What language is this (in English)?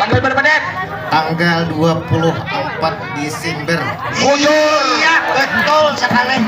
Banjar